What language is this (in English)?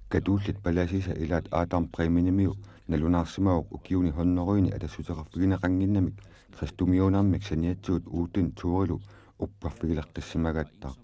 Kalaallisut